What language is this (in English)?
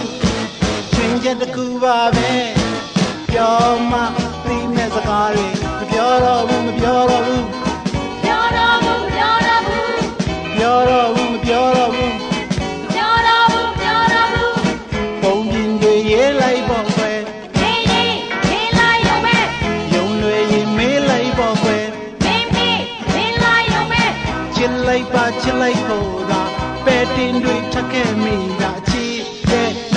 Burmese